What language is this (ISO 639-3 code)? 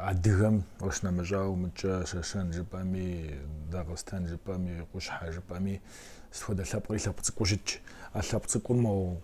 kbd